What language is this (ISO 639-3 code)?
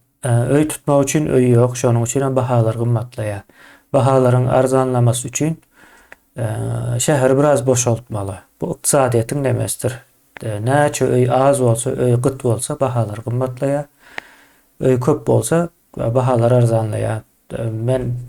tuk